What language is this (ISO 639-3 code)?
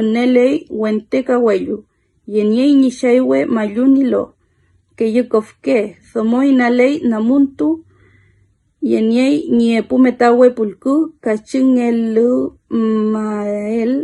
arn